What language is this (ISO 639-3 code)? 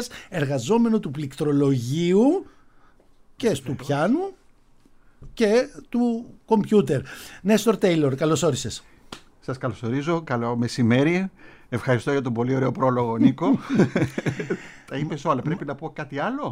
ell